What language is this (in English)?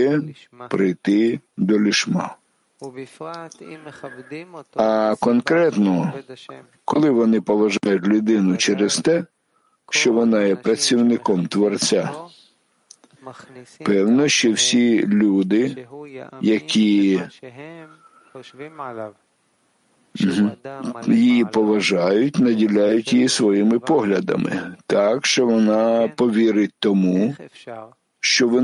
Ukrainian